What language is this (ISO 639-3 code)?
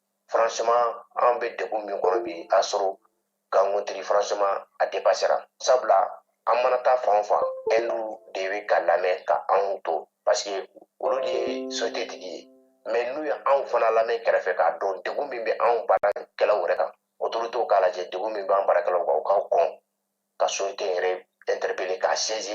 bam